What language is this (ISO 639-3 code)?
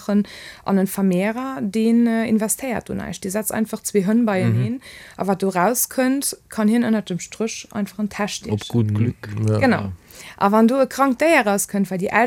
ltz